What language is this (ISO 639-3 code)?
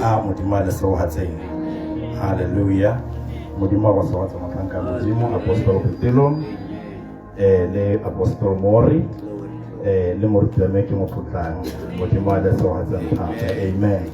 tsn